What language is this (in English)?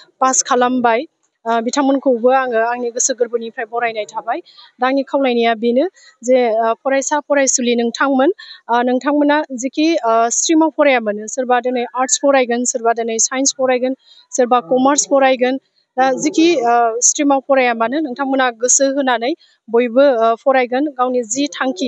Bodo